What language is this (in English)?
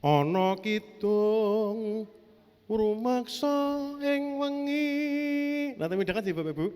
Javanese